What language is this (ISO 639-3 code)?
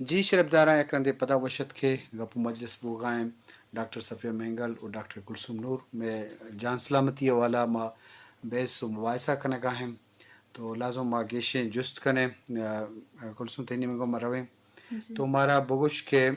bgp